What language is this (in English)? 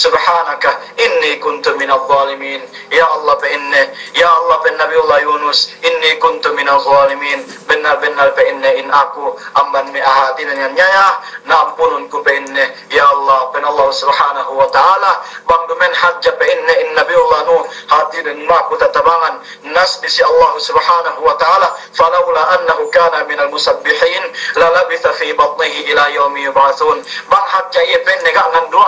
Yakan